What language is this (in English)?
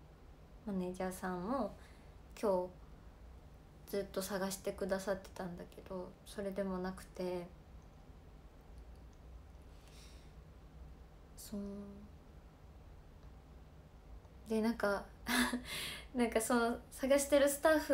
Japanese